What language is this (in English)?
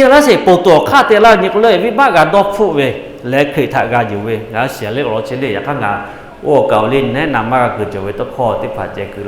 Lahu